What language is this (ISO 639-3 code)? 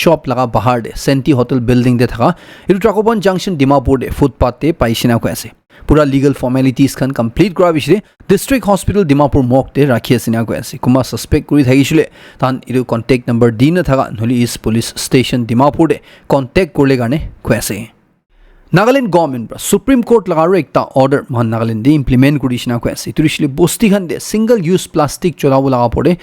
nag